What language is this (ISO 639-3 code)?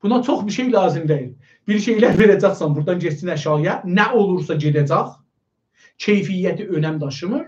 azb